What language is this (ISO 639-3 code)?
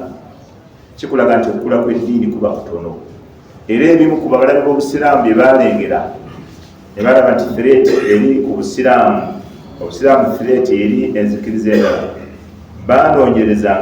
lug